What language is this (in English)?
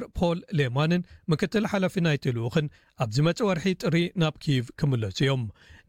Tigrinya